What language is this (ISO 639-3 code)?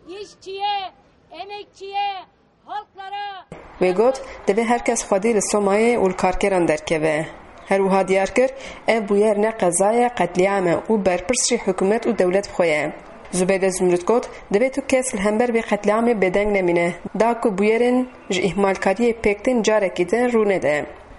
kur